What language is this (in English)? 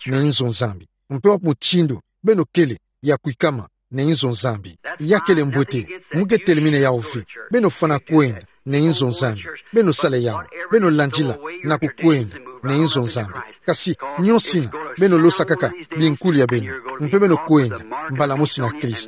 Kituba (Democratic Republic of Congo)